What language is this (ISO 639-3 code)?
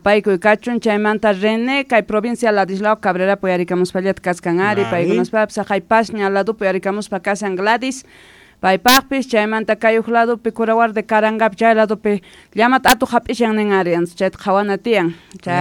quh